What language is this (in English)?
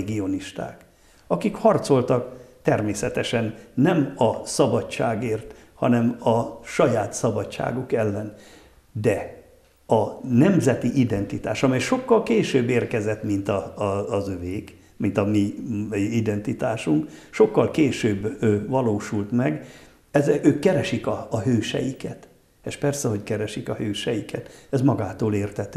Hungarian